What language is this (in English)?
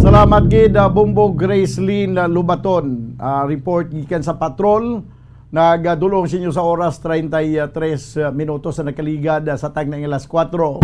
Hiligaynon